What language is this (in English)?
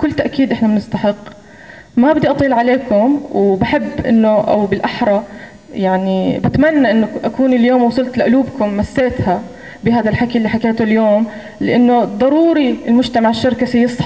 North Levantine Arabic